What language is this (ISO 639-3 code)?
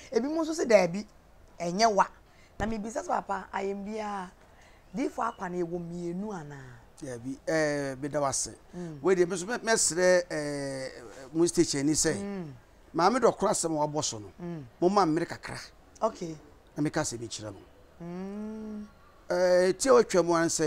aka